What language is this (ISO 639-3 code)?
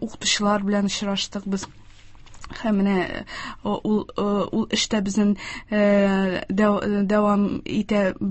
tat